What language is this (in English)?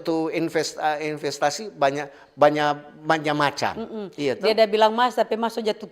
Manado Malay